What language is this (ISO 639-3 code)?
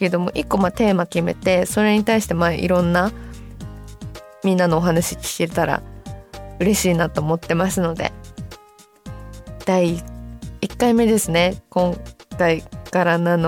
jpn